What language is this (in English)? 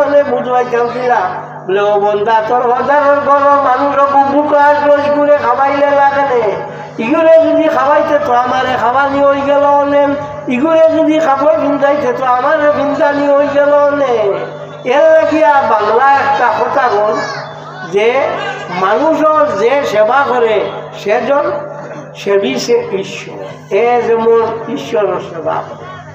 Sylheti